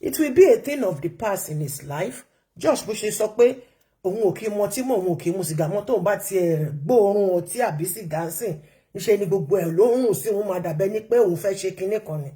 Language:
Yoruba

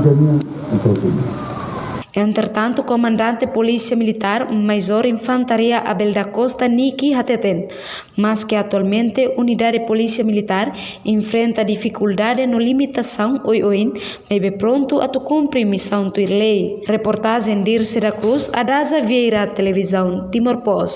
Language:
Tetum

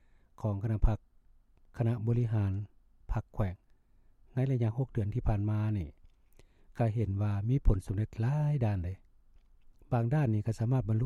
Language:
Lao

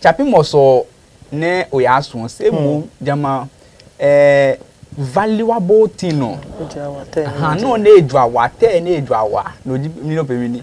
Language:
Adangme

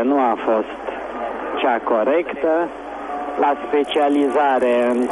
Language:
Romanian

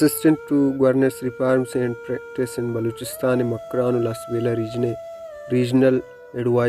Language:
Baluchi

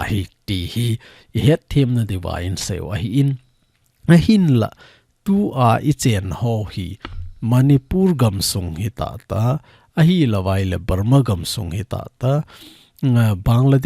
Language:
Thado Chin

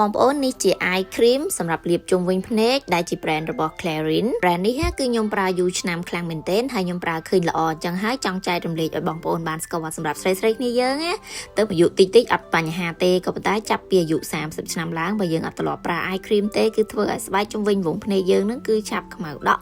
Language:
Khmer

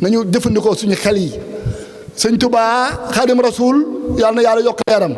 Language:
Wolof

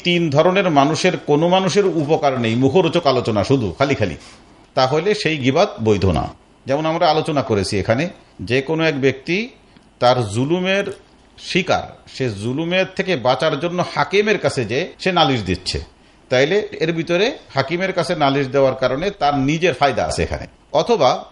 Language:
Bangla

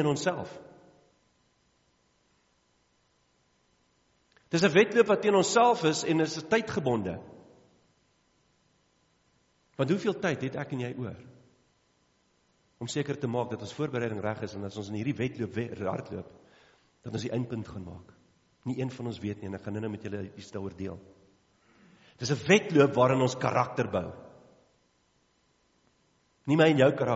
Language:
Afrikaans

